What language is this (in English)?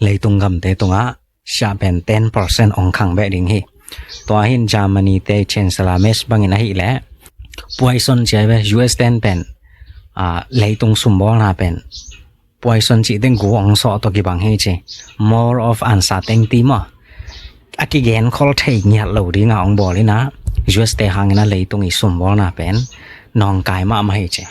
Tedim Chin